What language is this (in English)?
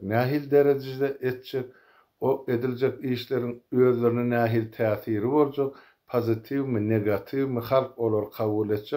Turkmen